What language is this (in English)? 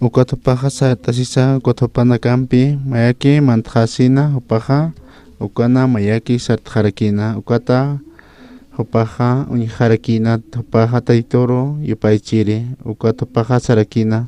Aymara